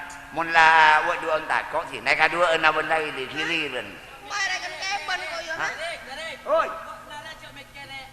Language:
Madurese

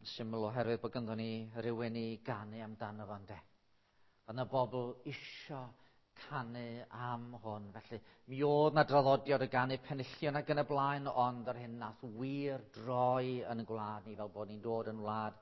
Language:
Welsh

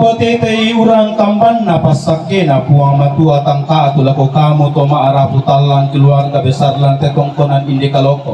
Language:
Toraja-Sa'dan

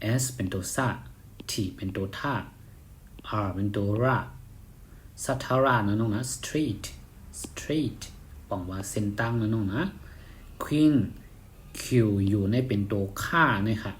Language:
Shan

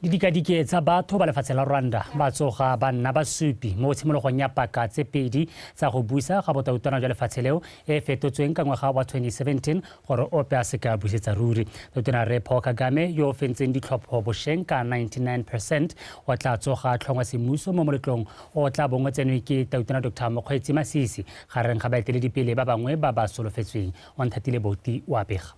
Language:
Tswana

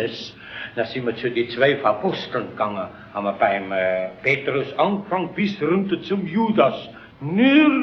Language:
Bavarian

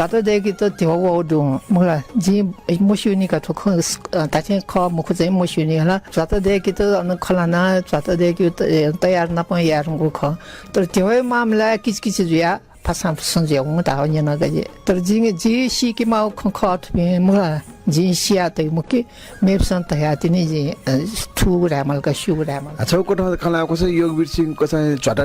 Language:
Newari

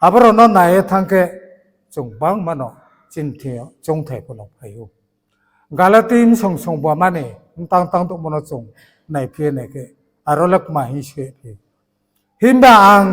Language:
Riang (India)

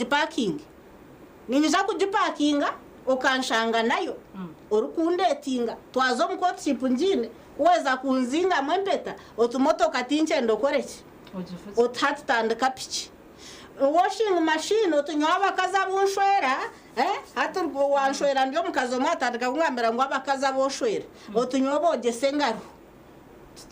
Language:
Nyankole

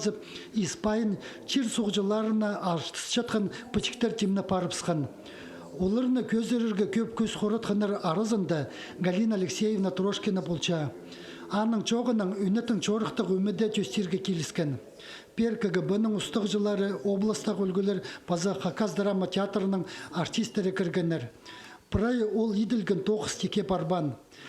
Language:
Khakas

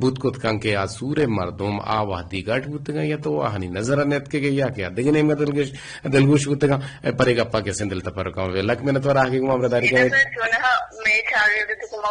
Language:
Eastern Balochi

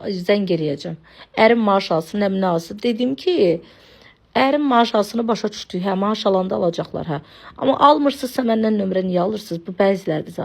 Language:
Azerbaijani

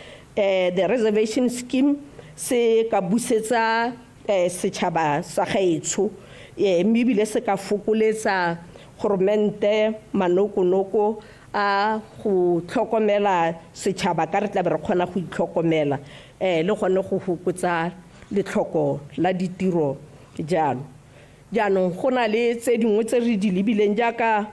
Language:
Tswana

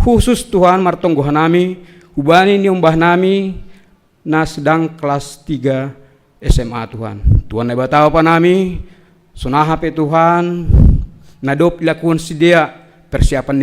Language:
Batak Simalungun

